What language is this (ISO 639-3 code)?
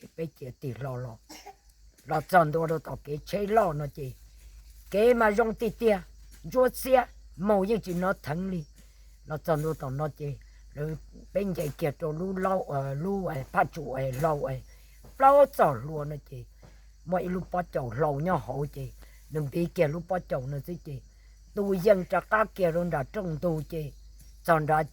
hmn